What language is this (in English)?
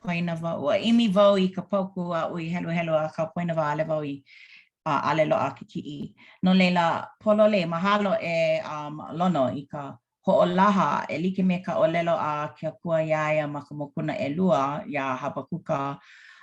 Hawaiian